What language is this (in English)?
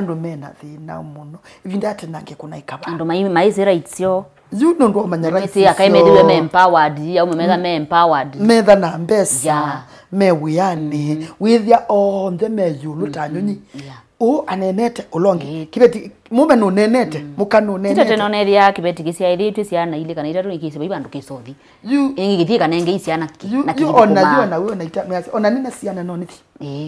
Kamba